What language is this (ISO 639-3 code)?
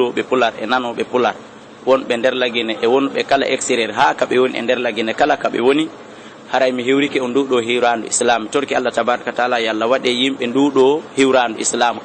ful